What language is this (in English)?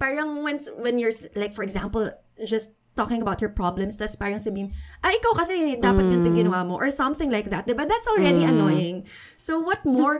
Filipino